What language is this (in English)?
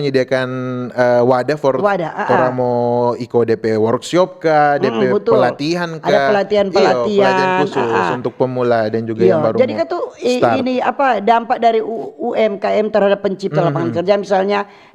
Manado Malay